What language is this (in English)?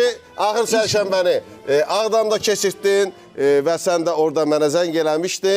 Azerbaijani